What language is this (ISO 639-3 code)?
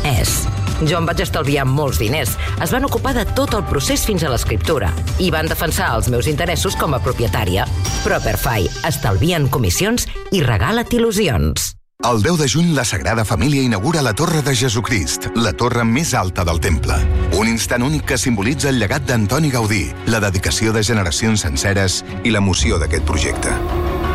cat